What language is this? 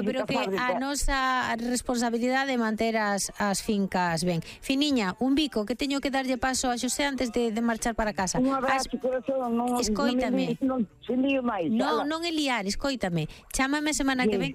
Galician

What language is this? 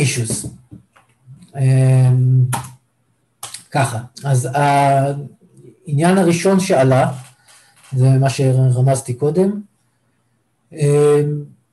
Hebrew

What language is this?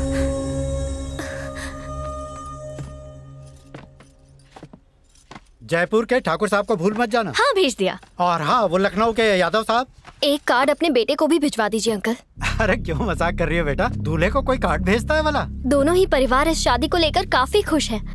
Hindi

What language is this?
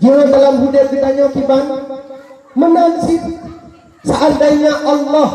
Achinese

